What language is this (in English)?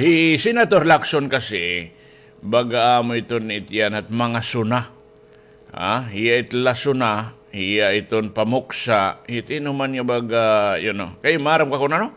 Waray